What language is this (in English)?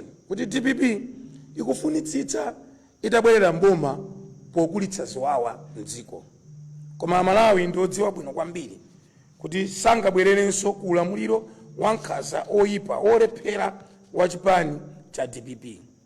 Nyanja